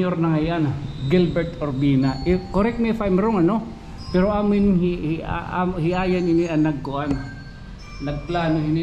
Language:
Waray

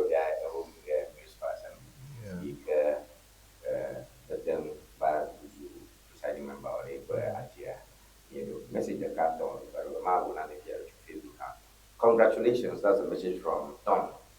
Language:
Ewe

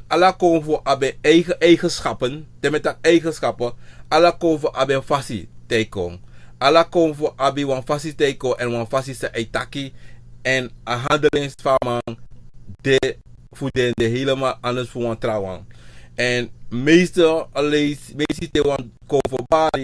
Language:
Sranan Tongo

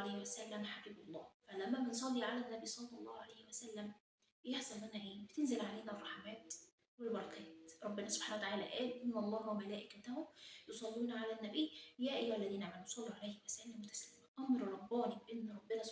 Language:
Egyptian Arabic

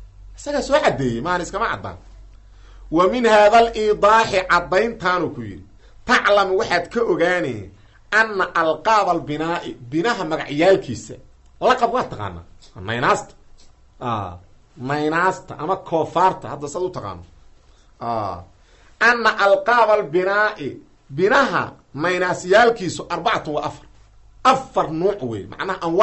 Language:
Somali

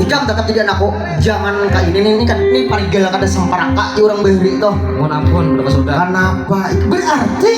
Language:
Banjar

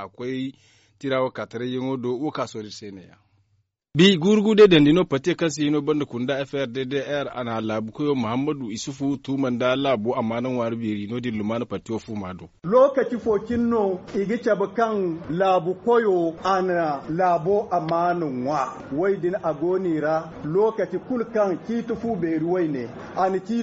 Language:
Zarma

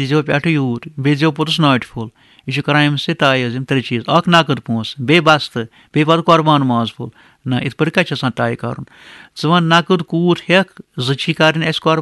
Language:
Kashmiri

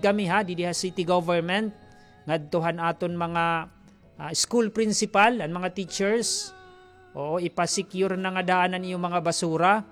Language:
Waray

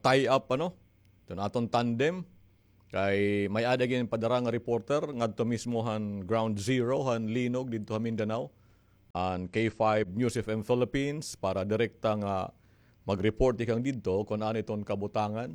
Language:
Waray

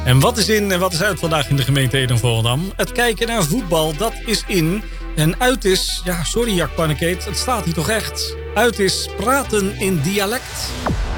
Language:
Dutch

